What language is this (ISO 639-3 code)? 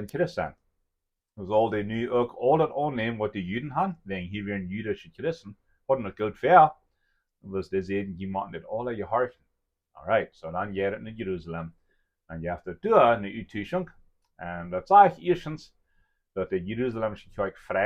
pdt